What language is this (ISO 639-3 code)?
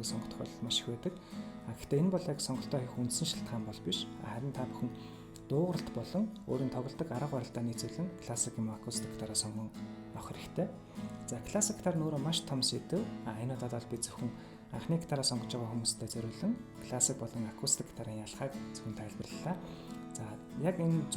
mon